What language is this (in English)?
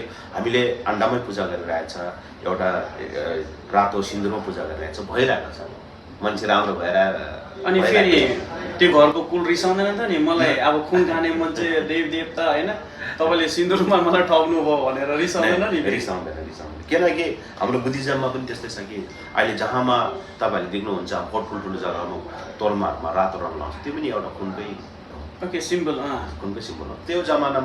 Nepali